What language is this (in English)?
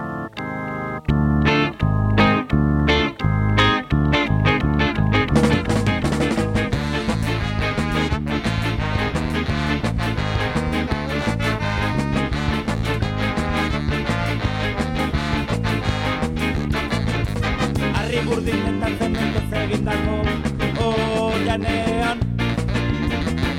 Basque